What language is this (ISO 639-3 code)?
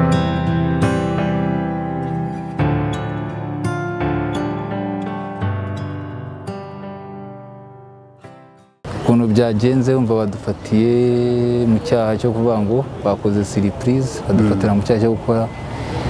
kin